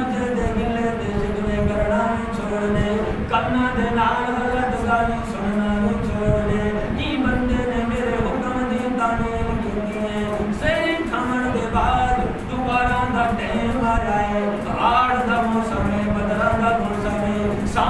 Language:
Saraiki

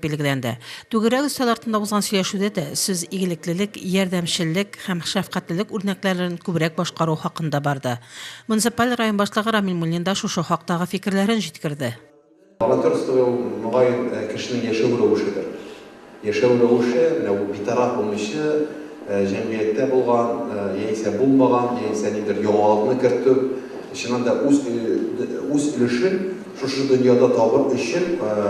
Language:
Tatar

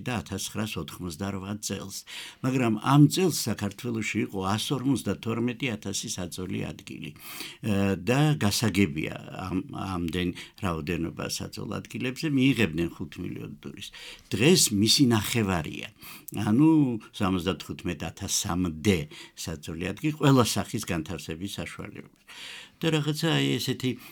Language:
Georgian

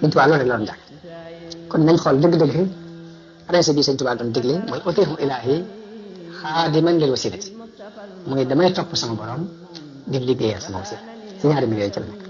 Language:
Wolof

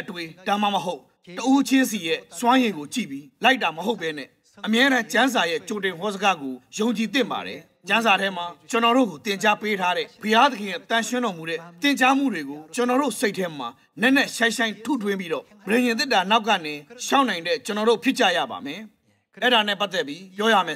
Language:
Burmese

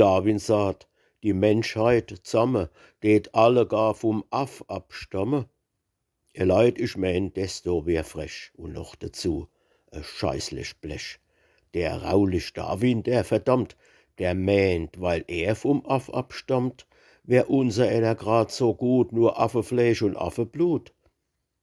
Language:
Palatine German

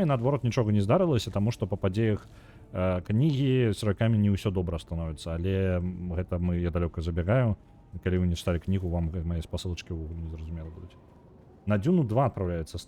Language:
Belarusian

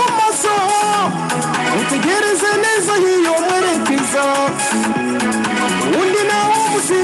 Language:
Kinyarwanda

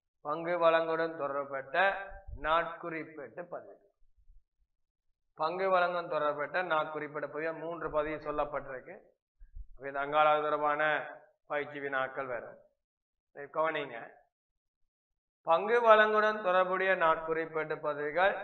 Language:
Tamil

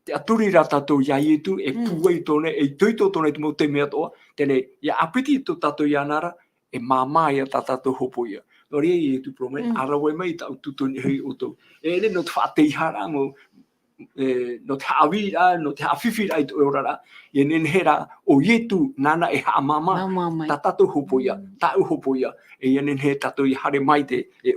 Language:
Tahitian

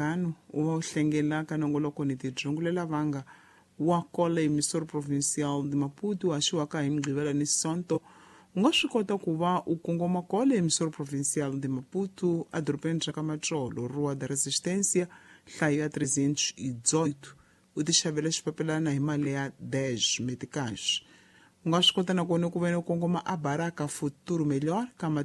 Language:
Tsonga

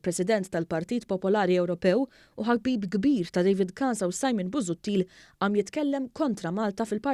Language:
Maltese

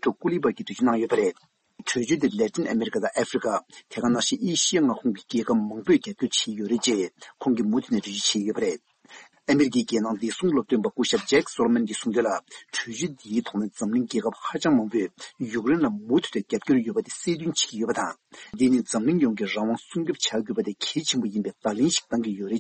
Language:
Tibetan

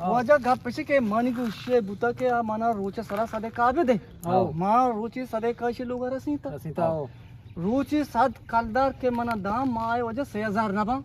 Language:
Eastern Balochi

